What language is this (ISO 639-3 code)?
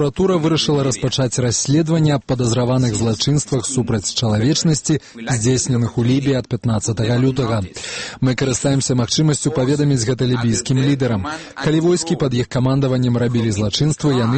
bel